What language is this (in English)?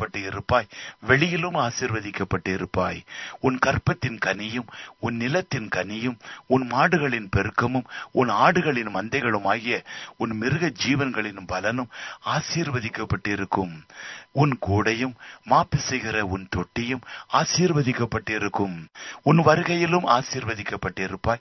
Tamil